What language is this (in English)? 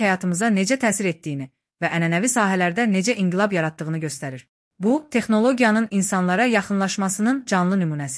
Azerbaijani